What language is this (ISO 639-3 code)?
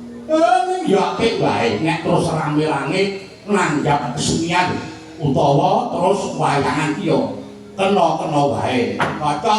jav